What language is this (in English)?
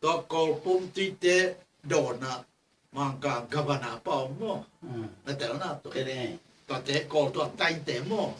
Tedim Chin